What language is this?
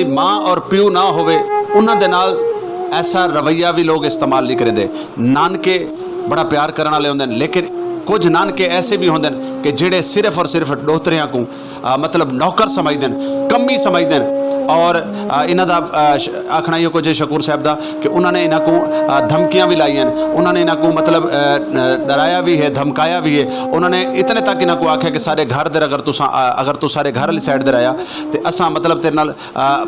Saraiki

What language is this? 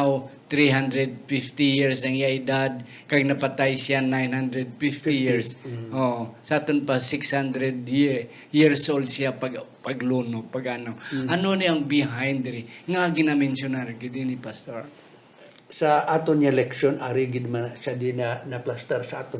Hiligaynon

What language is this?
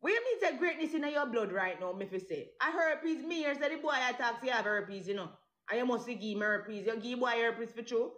Jamaican Creole English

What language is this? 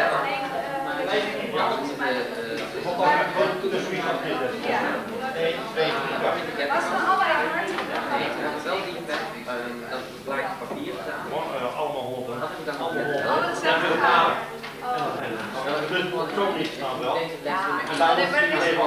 Dutch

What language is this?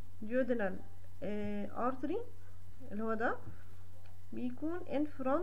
Egyptian Arabic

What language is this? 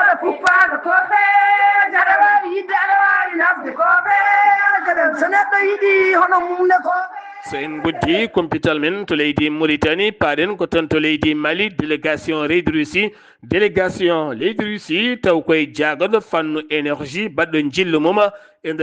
Fula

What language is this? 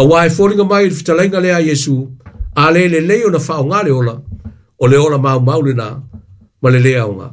Samoan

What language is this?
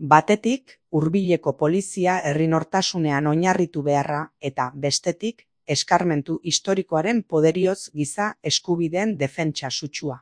Basque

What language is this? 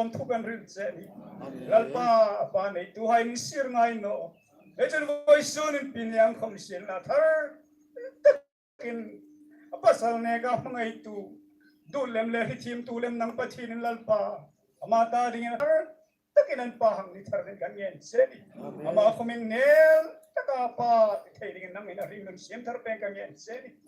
Hmar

